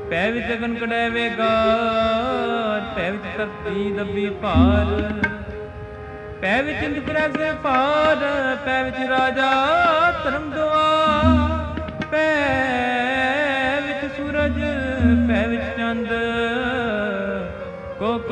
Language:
Punjabi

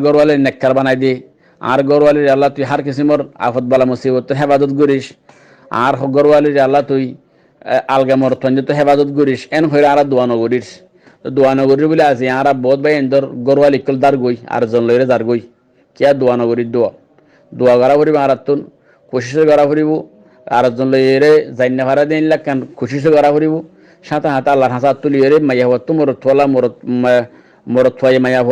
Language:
Rohingya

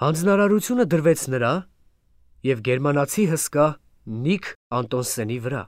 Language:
Armenian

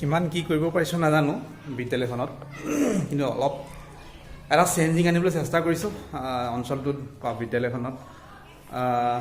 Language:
Assamese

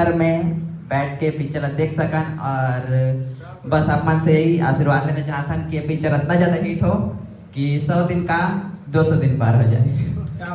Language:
Chhattisgarhi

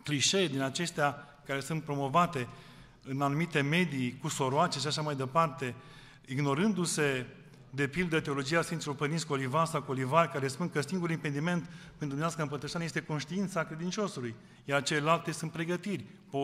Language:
Romanian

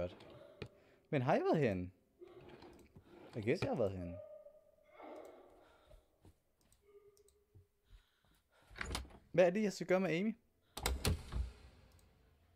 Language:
Danish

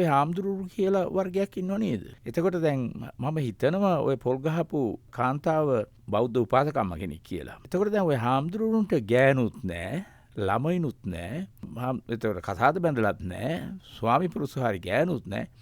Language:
Sinhala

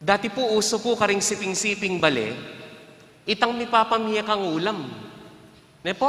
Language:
Pampanga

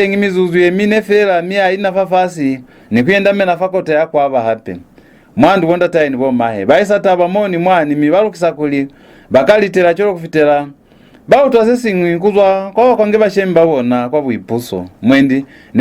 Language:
Lozi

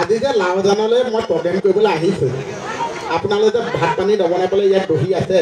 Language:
Assamese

